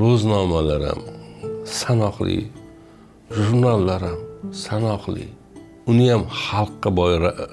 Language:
Uzbek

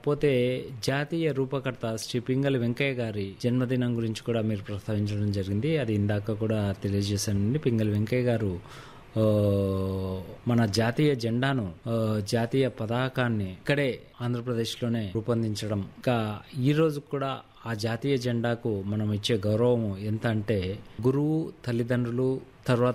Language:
Telugu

